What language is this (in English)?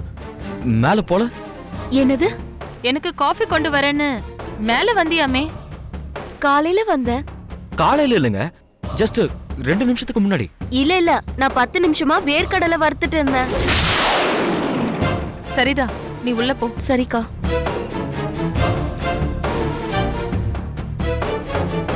Tamil